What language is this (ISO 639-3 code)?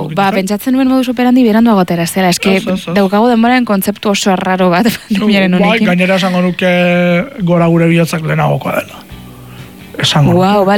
eus